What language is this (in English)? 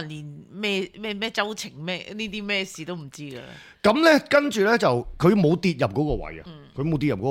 Cantonese